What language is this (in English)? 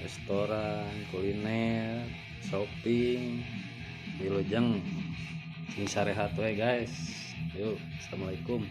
Sundanese